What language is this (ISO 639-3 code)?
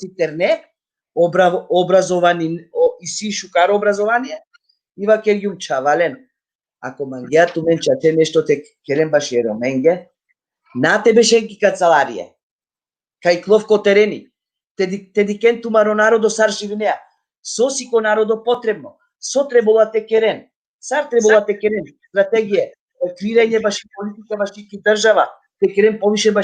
rmn